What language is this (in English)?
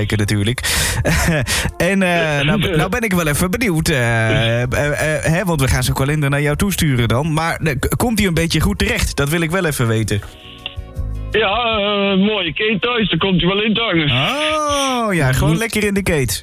Dutch